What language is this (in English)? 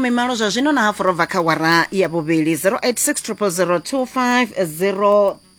Venda